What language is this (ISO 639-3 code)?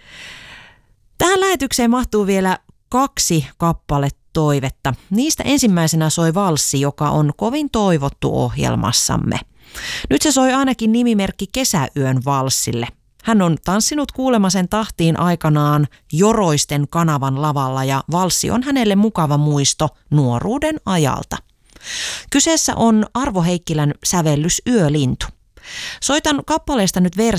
fin